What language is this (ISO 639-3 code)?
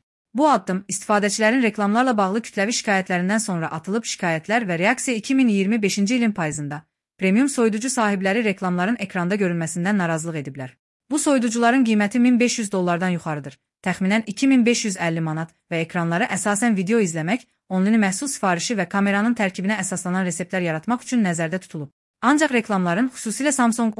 aze